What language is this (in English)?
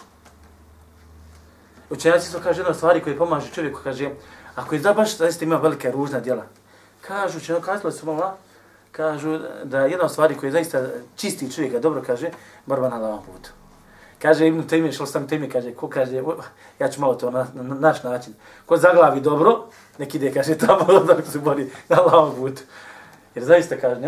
Bosnian